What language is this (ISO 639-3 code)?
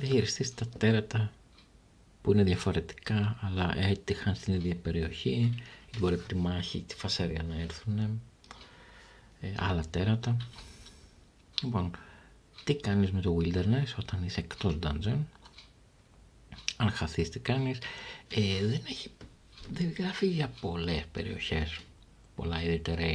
ell